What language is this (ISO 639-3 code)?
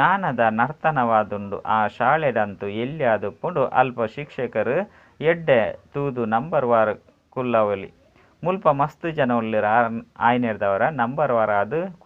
tcy